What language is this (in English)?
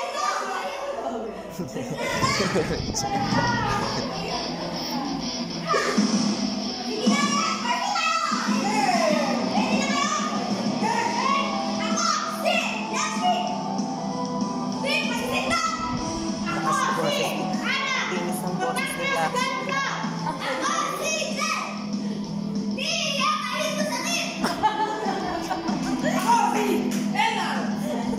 Filipino